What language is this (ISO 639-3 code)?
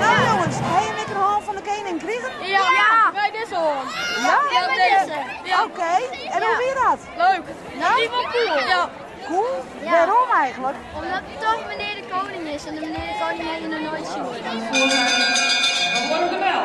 fry